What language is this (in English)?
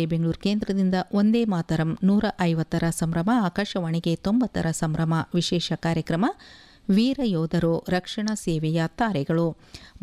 Kannada